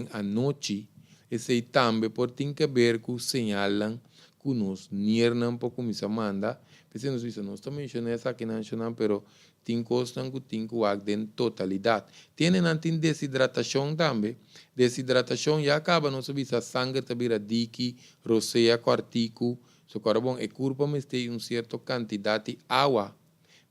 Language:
Papiamento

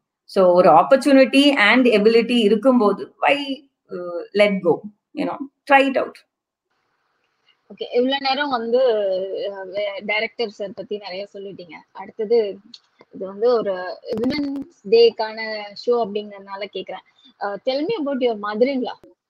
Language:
Tamil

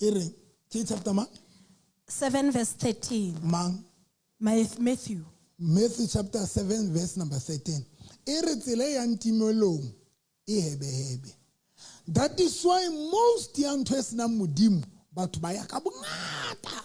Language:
Southern Sotho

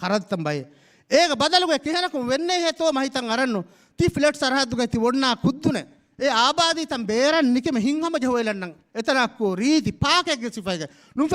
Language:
Divehi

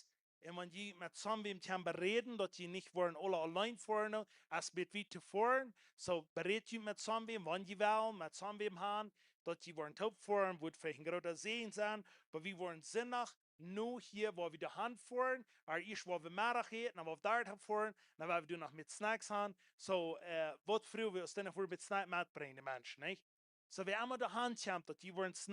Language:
Plautdietsch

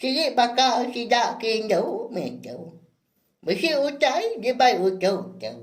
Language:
Iban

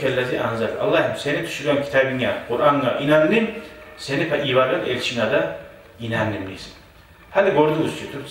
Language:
Kumyk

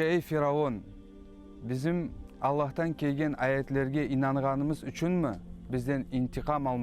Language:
Crimean Tatar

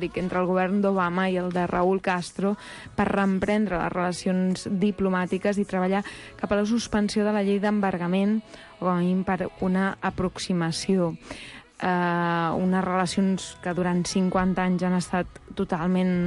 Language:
Catalan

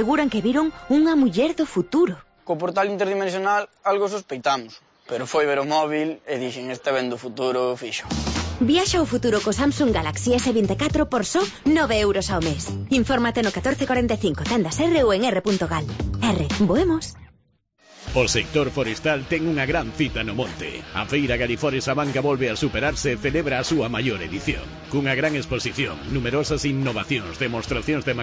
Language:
Galician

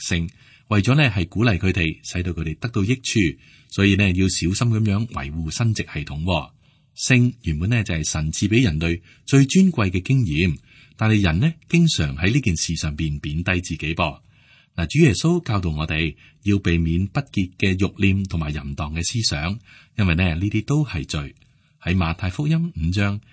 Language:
Cantonese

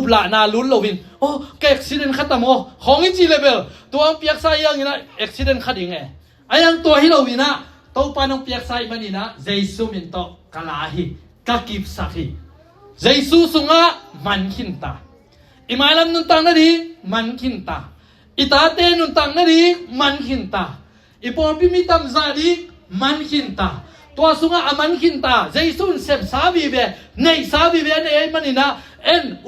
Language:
Tedim Chin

